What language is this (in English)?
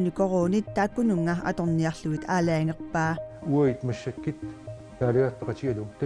Kalaallisut